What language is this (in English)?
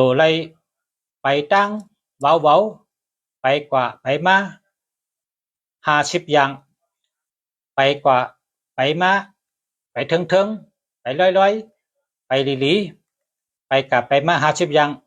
Shan